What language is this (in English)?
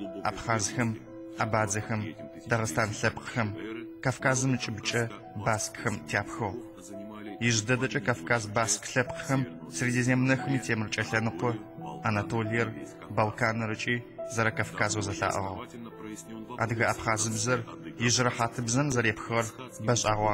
Adyghe